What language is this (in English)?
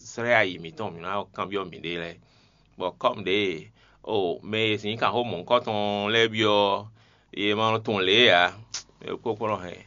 Fon